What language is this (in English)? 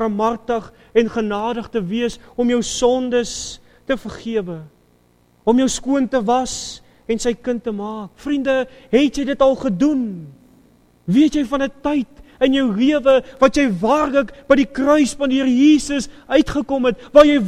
Afrikaans